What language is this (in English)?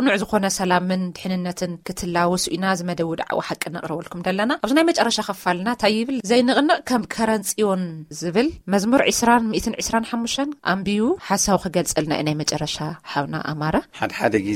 Tigrinya